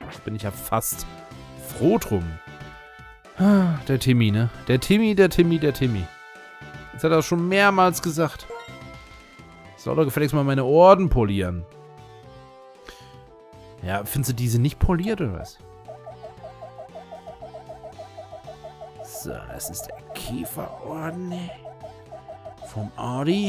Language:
German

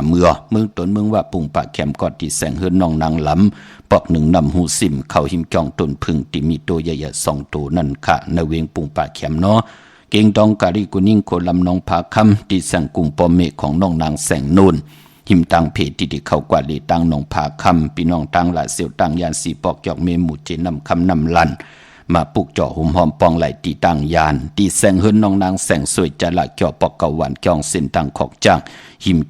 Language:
Shan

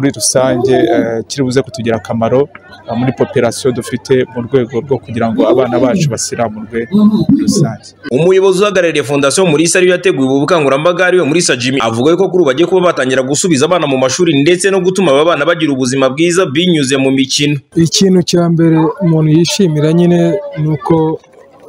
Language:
Kinyarwanda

